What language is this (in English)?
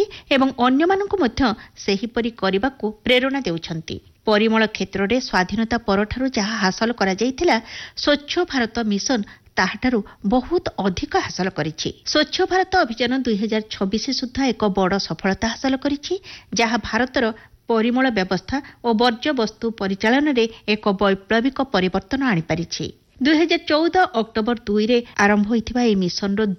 Odia